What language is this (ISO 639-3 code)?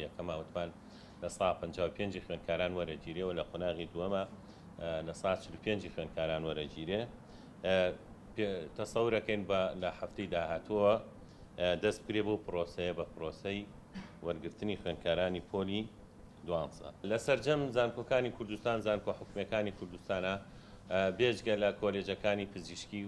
ckb